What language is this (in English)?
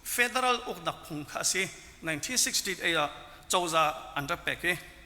Hakha Chin